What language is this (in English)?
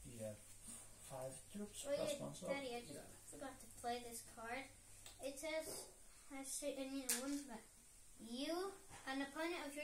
English